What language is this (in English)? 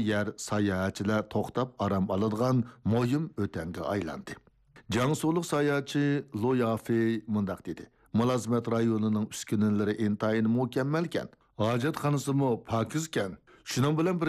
Uyghur